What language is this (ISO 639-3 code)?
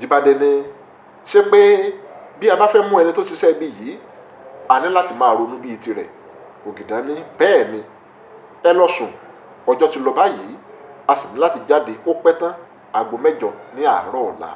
yor